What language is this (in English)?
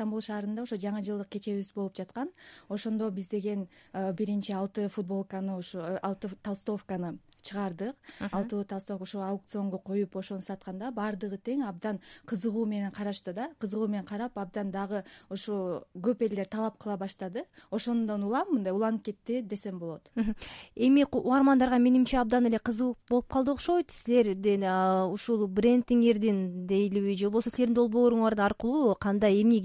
Kyrgyz